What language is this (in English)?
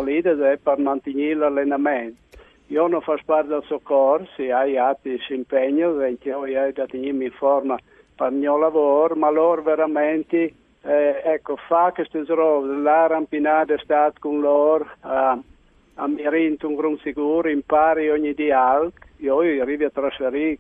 Friulian